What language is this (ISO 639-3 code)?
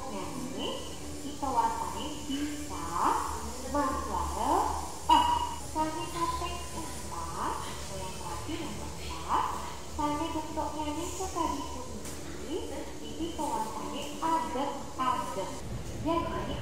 ban